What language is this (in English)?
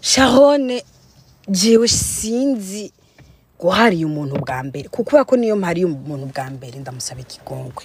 Rundi